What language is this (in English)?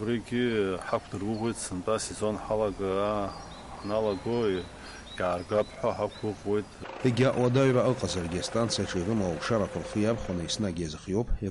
Abkhazian